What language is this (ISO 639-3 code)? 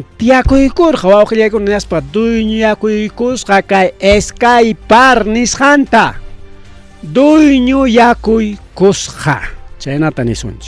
quy